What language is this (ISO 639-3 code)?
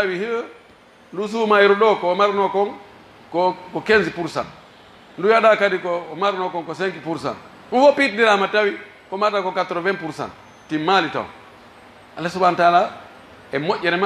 fuf